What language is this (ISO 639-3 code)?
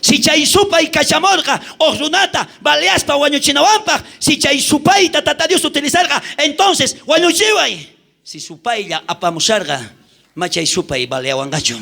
quh